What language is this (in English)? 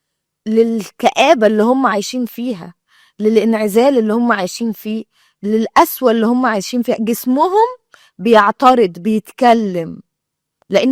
Egyptian Arabic